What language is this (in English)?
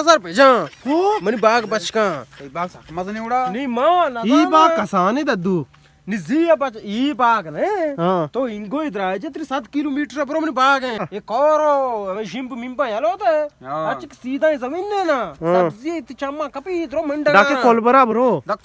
Baluchi